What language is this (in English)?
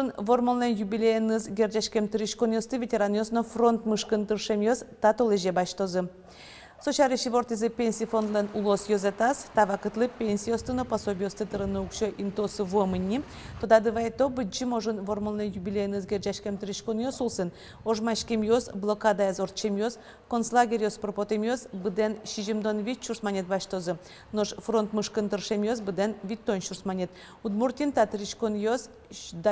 Udmurt